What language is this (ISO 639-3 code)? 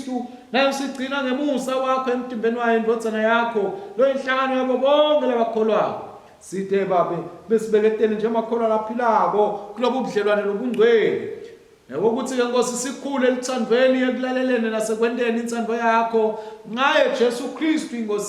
ssw